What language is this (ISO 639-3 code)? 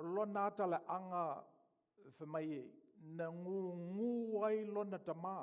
smo